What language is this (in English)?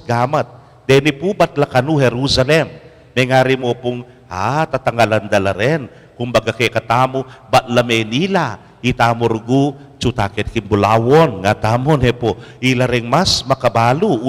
Pampanga